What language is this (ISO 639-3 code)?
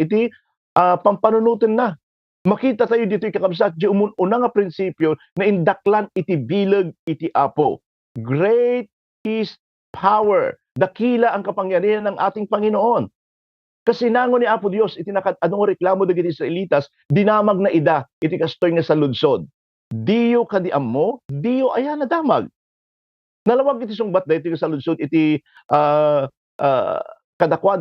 ilo